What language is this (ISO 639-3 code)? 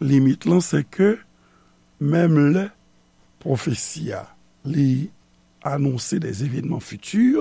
hat